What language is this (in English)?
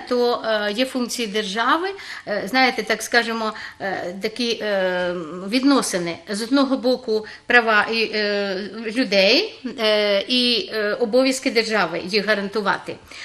Ukrainian